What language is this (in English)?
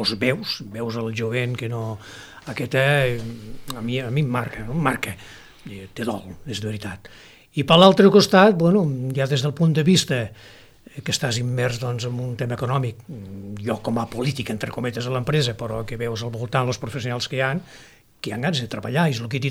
Catalan